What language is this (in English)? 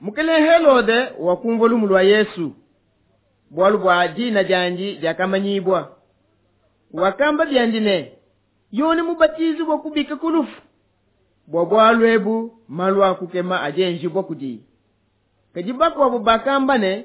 Luba-Lulua